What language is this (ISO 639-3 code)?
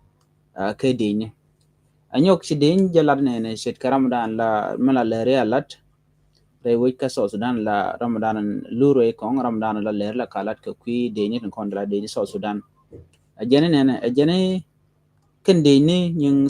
nus